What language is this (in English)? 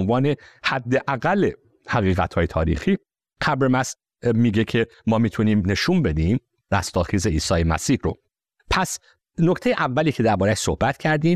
Persian